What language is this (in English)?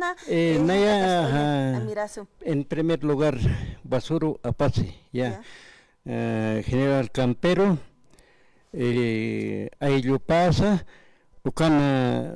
Aymara